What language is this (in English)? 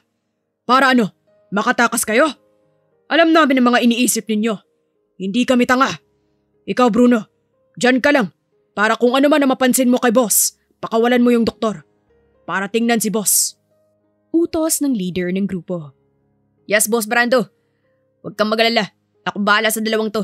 Filipino